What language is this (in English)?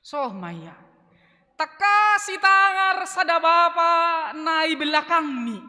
Batak Simalungun